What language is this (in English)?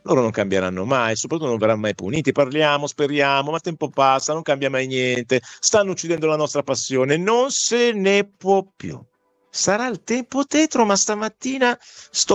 Italian